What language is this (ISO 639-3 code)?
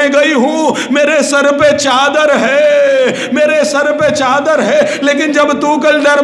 urd